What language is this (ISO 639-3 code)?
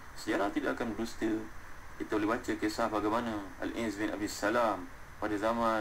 msa